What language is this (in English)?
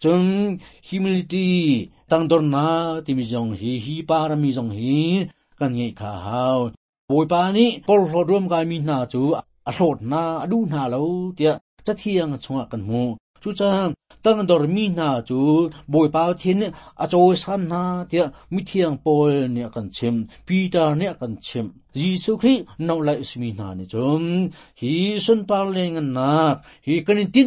Hakha Chin